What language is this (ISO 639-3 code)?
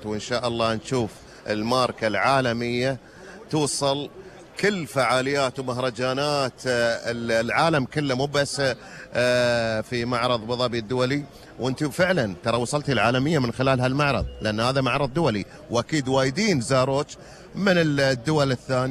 afb